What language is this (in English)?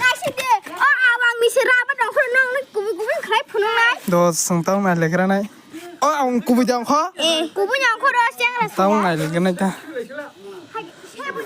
Kok Borok